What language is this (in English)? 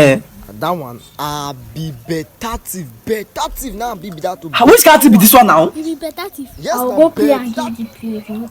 Nigerian Pidgin